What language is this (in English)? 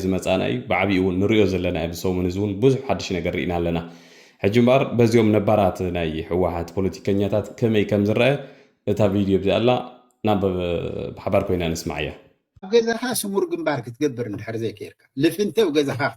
Tigrinya